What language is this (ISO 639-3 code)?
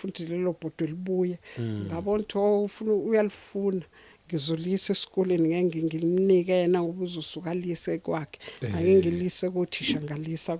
zul